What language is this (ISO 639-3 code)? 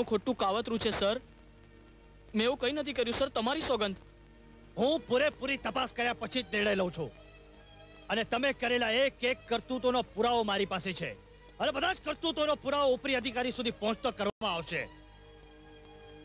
guj